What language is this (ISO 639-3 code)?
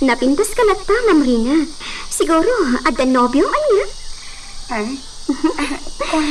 ilo